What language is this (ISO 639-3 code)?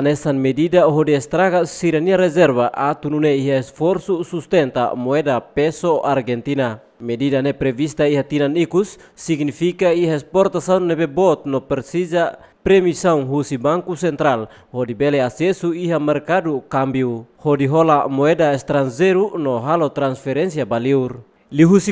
tet